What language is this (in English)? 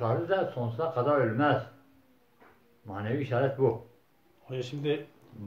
Turkish